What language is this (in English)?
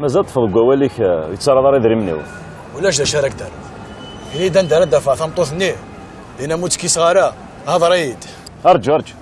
Kabyle